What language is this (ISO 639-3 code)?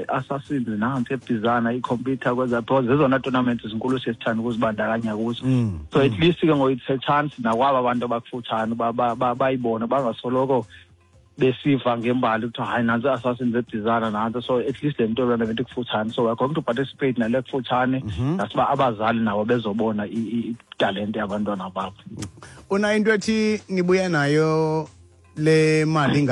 xho